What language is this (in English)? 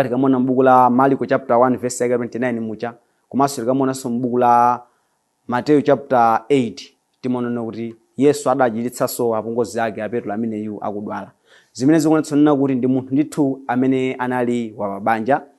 Nyanja